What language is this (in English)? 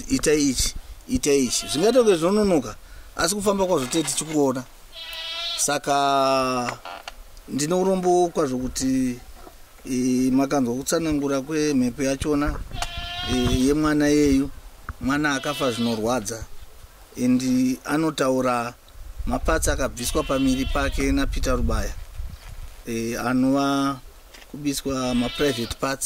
Shona